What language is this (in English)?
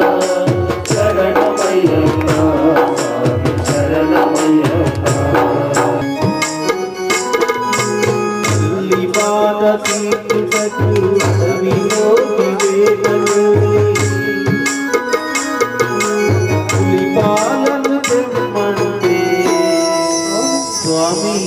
Telugu